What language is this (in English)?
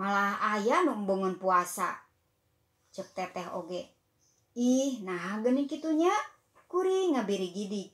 Sundanese